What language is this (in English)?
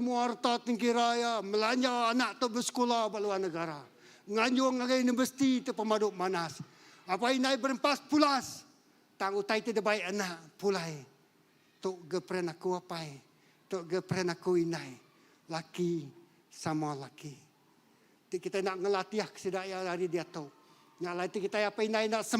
Iban